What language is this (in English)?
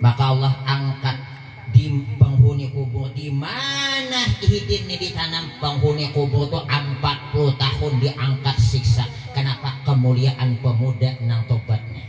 Banjar